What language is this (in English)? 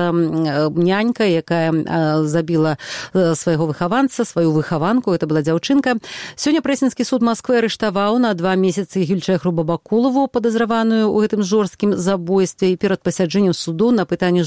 Belarusian